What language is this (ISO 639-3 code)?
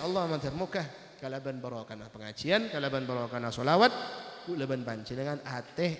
mad